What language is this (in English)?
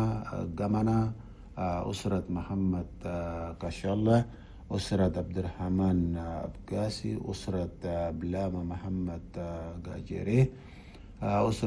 Chadian Arabic